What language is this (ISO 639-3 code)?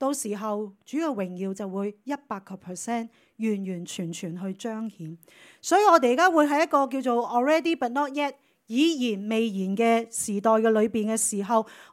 yue